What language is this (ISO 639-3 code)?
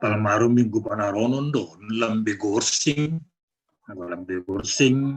bts